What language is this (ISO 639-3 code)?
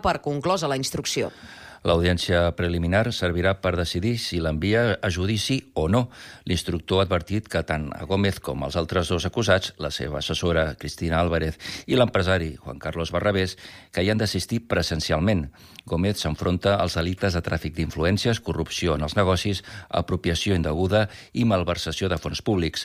cat